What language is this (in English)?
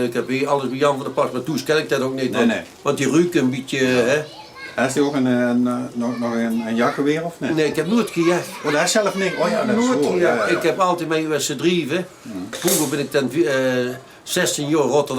Limburgish